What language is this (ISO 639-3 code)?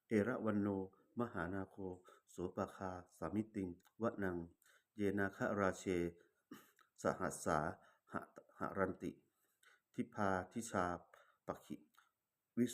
pli